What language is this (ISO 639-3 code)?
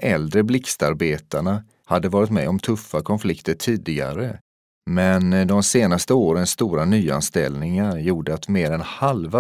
swe